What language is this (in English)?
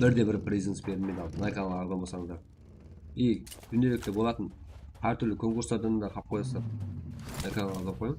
Kara-Kalpak